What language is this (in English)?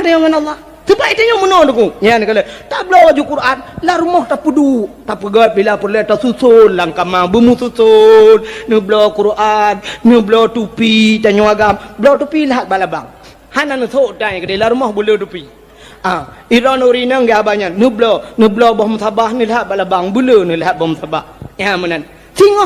Achinese